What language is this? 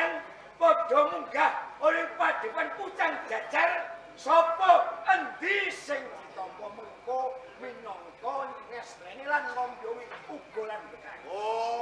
Javanese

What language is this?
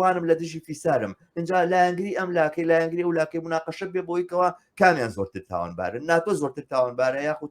Central Kurdish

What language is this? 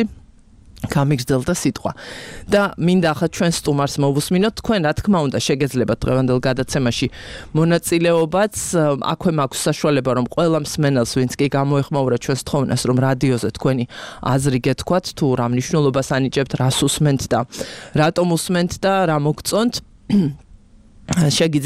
Georgian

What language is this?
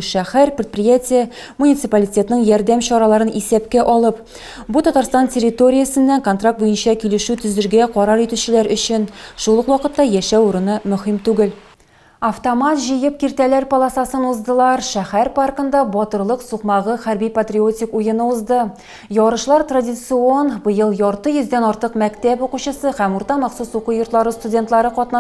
Tatar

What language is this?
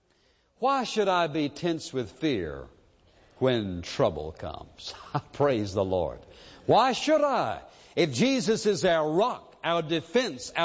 English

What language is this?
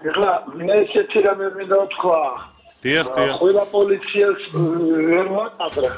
Georgian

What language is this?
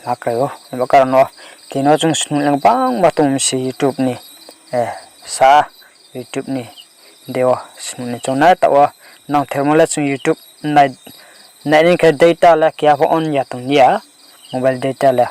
Riang (India)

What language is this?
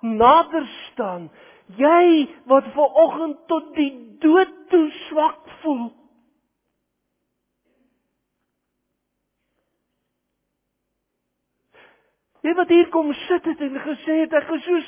Afrikaans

